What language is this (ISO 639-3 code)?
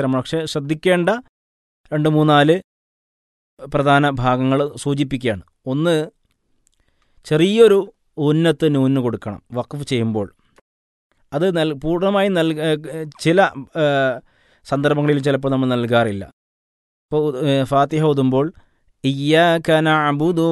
mal